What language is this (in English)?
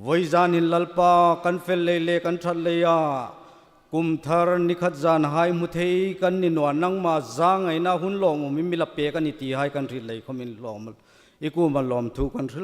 Hmar